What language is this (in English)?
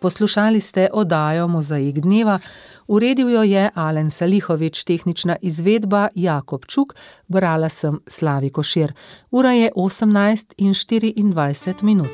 Slovenian